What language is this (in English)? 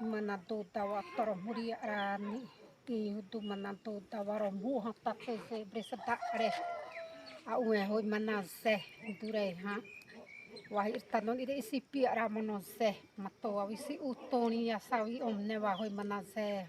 Xavánte